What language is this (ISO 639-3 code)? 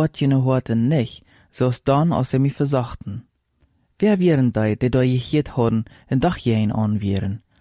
pdt